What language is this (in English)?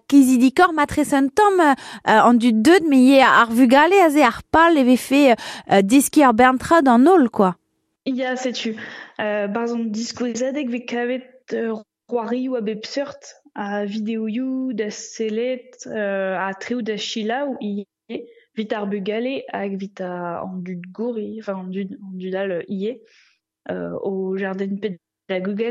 Breton